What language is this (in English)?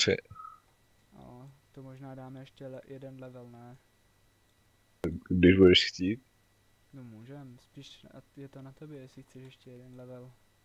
Czech